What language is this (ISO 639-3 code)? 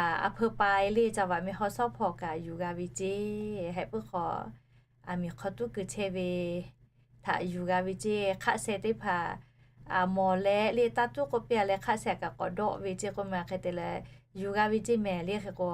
lhu